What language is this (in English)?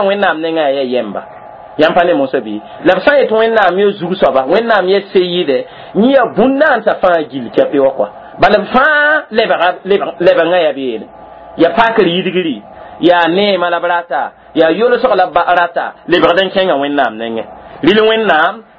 Mossi